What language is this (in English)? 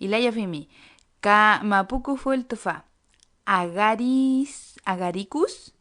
Mapuche